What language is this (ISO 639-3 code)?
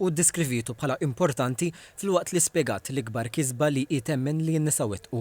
mlt